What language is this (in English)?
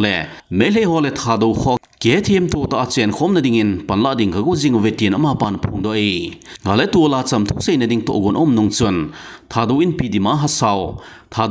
Thado Chin